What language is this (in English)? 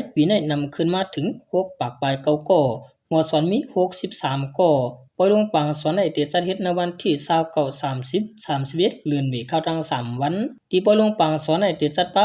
Shan